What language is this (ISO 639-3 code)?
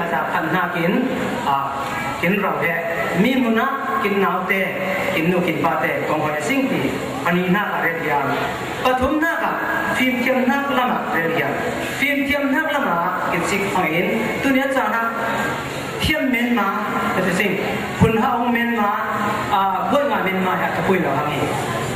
cfm